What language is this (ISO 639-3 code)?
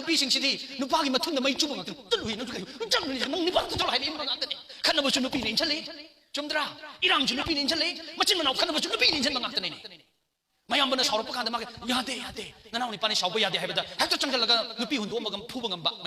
mni